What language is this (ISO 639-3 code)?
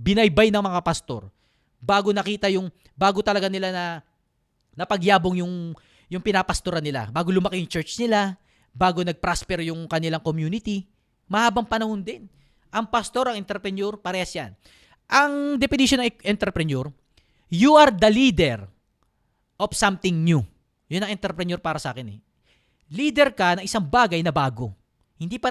fil